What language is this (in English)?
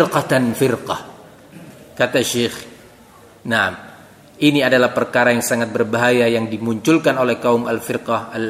Indonesian